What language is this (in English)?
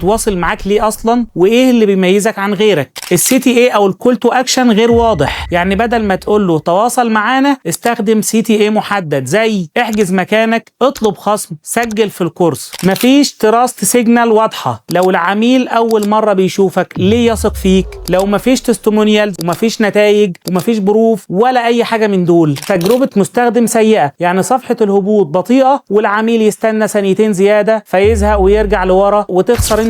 Egyptian Arabic